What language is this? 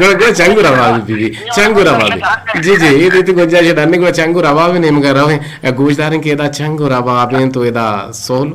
Eastern Balochi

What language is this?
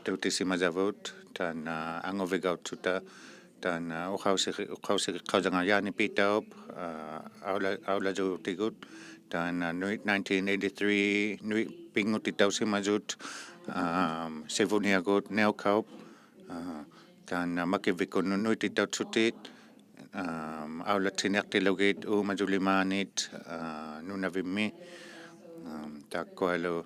Inuktitut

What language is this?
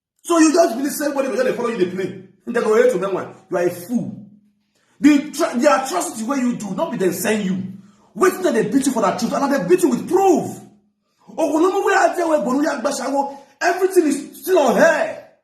Nigerian Pidgin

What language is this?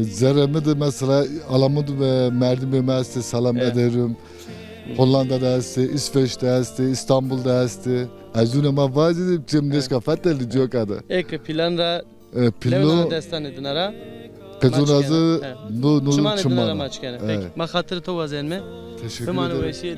Zaza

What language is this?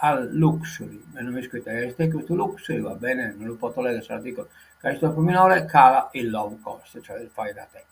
Sardinian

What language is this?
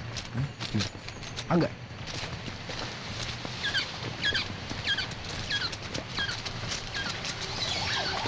Malayalam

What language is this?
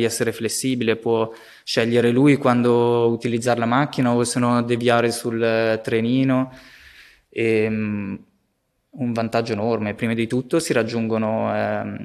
Italian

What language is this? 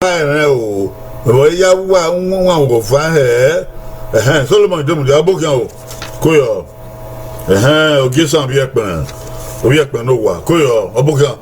Bini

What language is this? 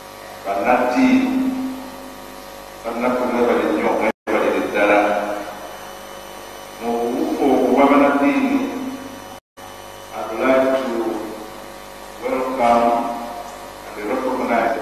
Ganda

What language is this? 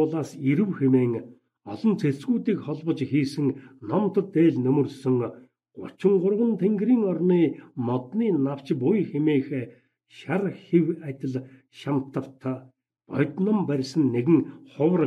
Mongolian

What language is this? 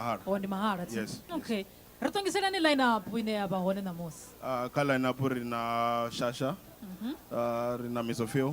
Venda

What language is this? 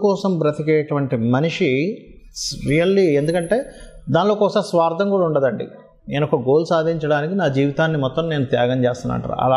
Telugu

